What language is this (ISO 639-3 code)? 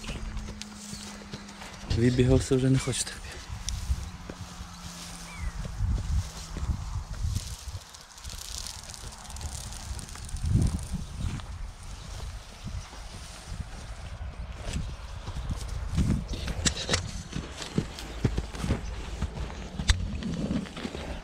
ukr